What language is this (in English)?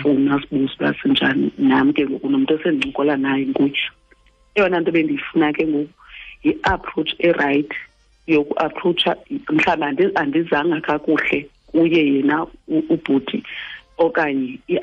Xhosa